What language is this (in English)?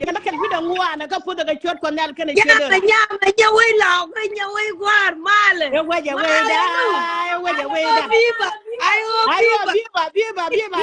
Nuer